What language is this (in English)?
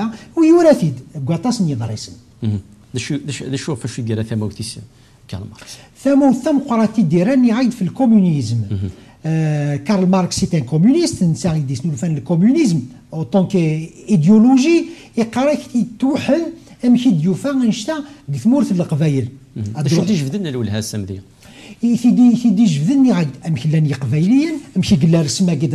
Kabyle